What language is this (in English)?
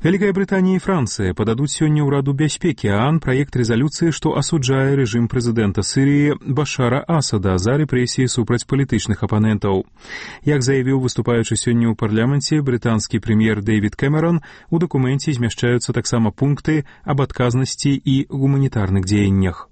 Belarusian